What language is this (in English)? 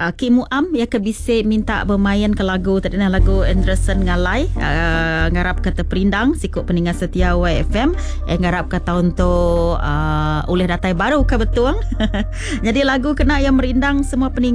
Iban